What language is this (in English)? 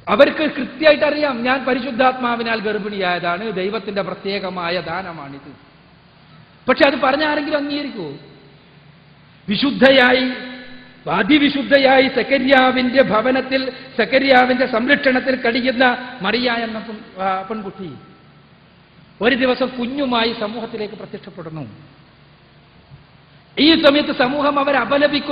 Malayalam